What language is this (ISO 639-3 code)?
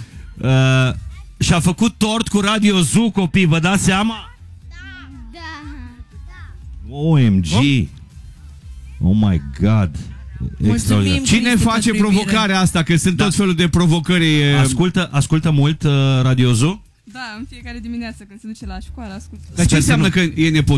ron